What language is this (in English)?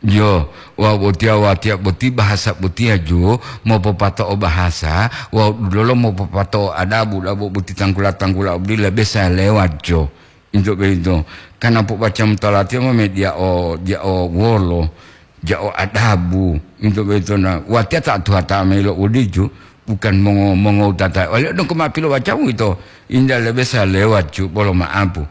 Gorontalo